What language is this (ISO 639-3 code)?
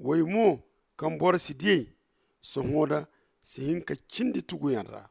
dje